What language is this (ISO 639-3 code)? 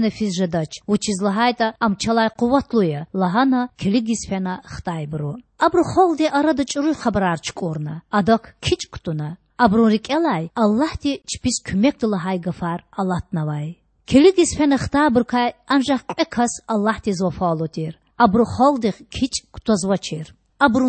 lez